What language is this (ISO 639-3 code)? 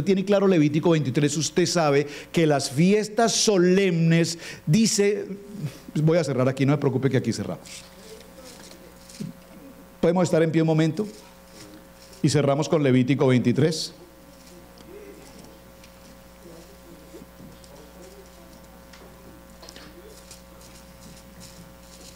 spa